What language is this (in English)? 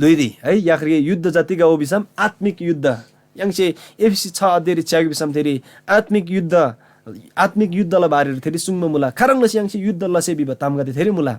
Eastern Tamang